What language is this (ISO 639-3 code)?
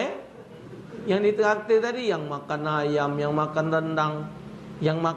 mui